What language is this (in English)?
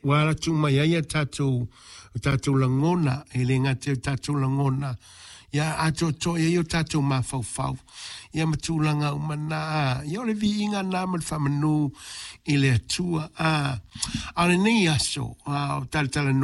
Samoan